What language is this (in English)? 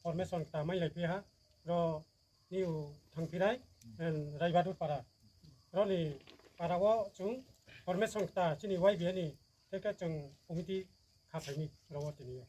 Riang (India)